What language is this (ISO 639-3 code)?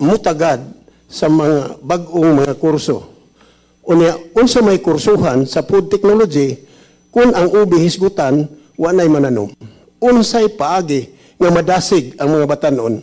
ceb